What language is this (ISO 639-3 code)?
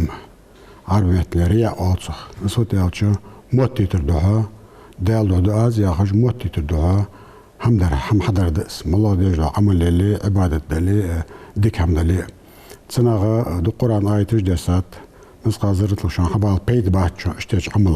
inh